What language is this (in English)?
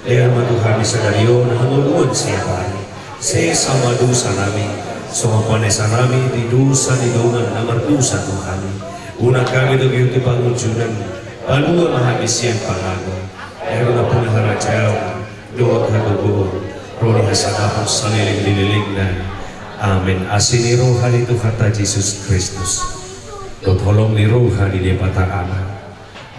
Batak Toba